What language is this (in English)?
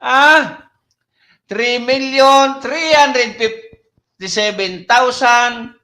Bikol